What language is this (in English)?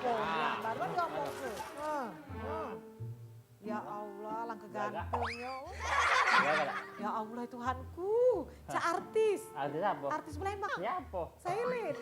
Musi